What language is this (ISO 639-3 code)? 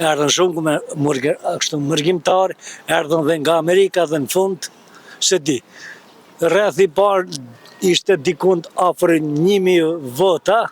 sqi